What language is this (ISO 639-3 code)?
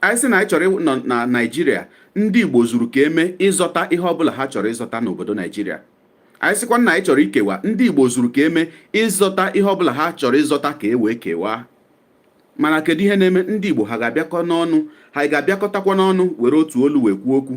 ibo